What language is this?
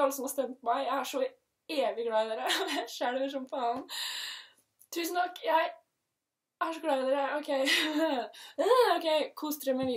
Norwegian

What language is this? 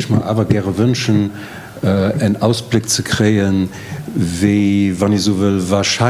Luxembourgish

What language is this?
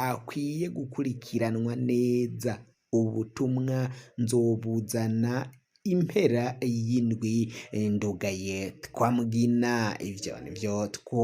Rundi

